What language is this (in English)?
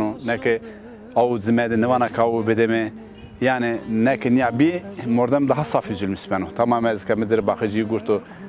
Zaza